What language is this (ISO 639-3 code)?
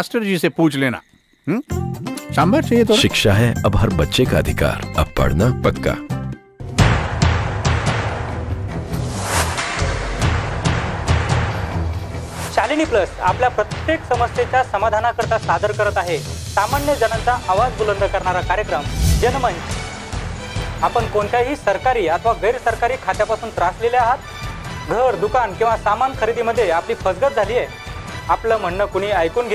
mar